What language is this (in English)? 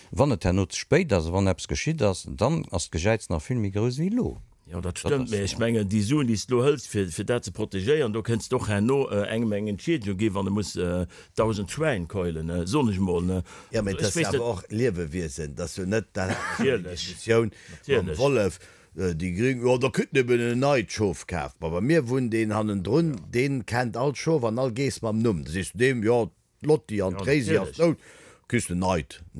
Luxembourgish